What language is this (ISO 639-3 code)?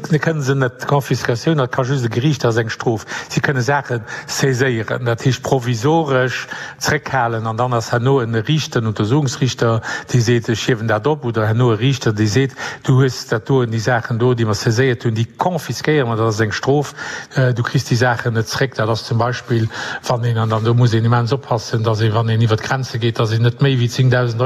ltz